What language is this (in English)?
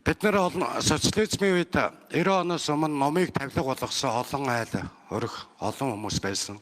Mongolian